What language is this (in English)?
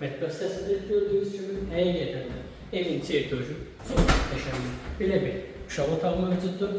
Azerbaijani